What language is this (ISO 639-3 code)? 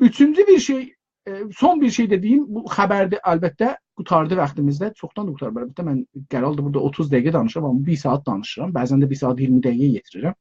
azb